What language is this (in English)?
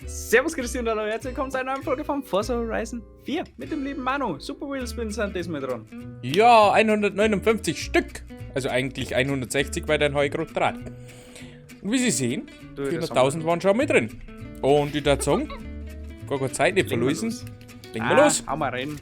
Bavarian